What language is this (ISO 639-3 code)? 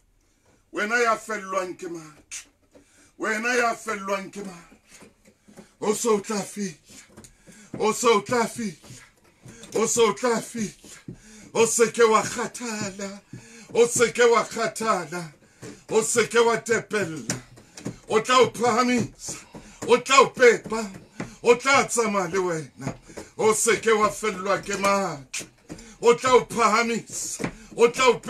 sot